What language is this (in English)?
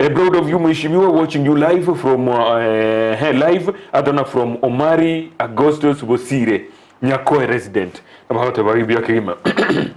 Gusii